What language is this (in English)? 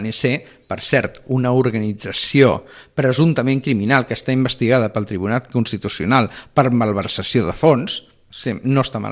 Catalan